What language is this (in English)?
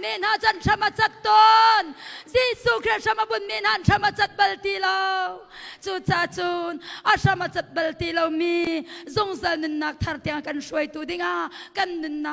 Hakha Chin